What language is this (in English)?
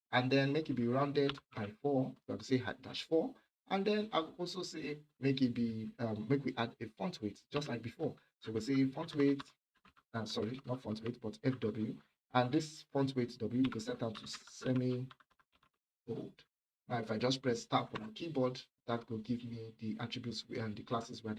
Nigerian Pidgin